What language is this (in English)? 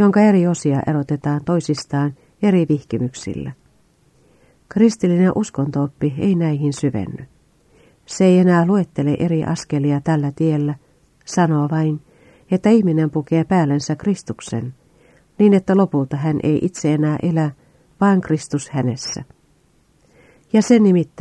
Finnish